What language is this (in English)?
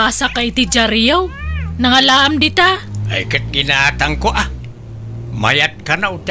Iloko